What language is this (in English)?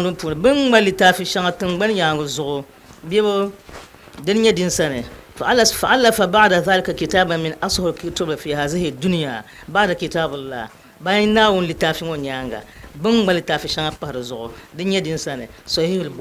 Dagbani